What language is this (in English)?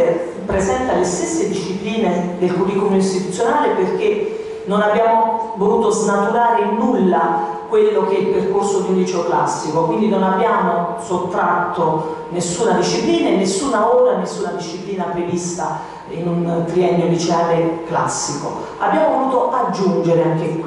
Italian